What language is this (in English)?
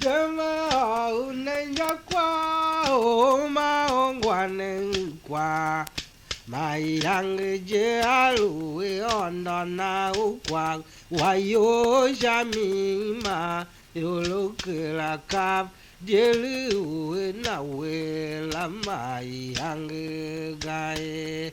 Tiv